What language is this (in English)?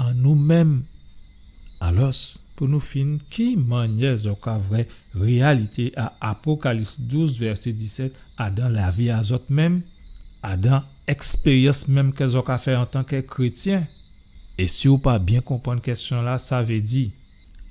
Guadeloupean Creole French